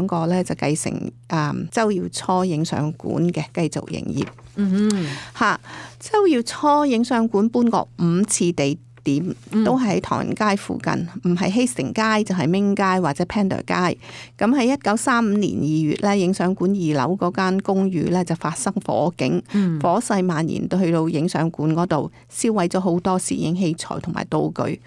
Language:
Cantonese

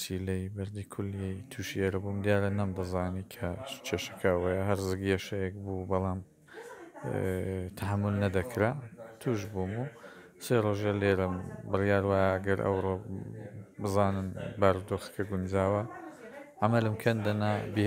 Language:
Central Kurdish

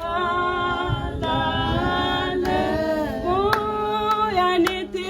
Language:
Tswana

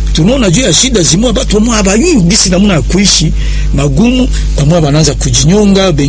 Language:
Swahili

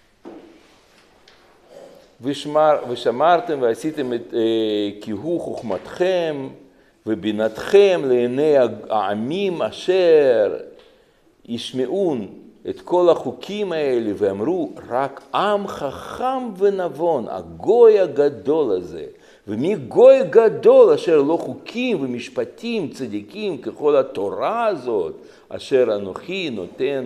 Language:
Hebrew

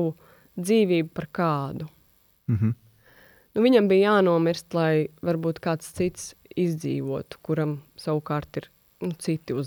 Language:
Latvian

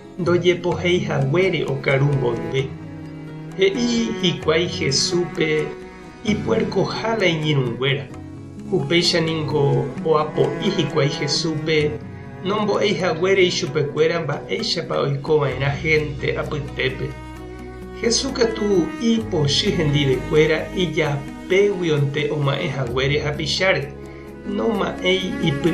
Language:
Guarani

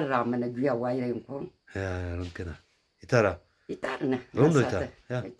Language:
Zaza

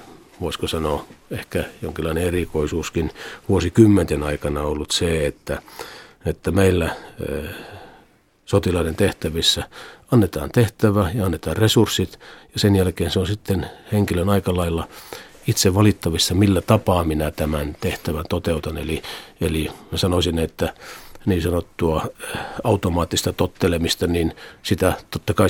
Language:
Finnish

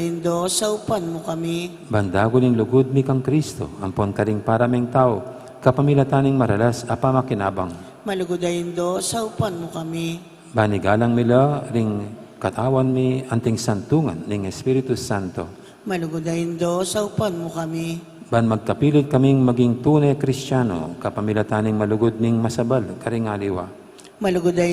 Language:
Pampanga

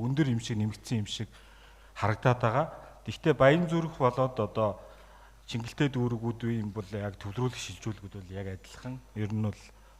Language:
Mongolian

